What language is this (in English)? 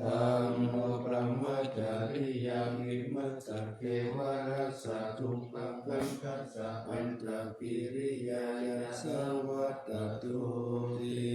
Pali